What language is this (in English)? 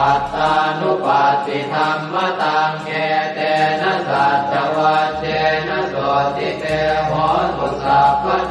Pali